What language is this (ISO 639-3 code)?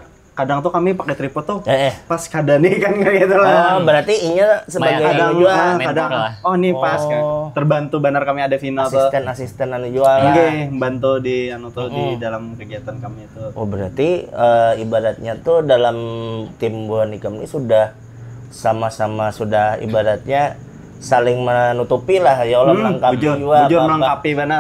bjn